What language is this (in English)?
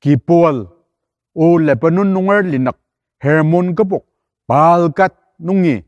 Ao Naga